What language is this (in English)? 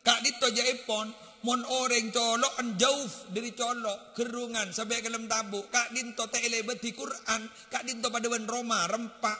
Madurese